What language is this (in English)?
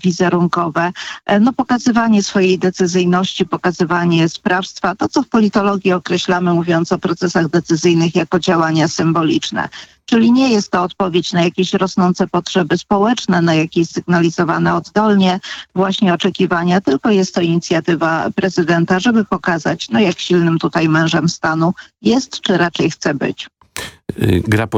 Polish